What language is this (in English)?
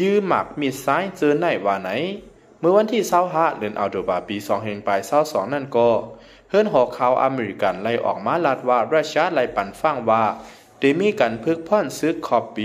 Shan